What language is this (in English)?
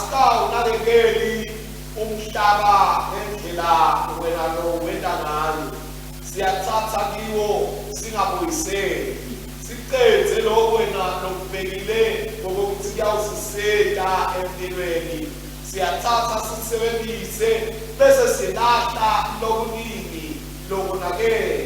Swati